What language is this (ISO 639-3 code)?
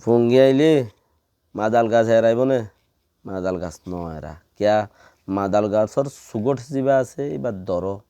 rhg